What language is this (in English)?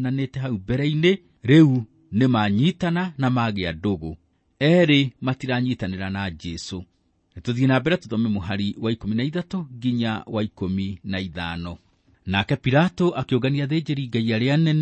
Kikuyu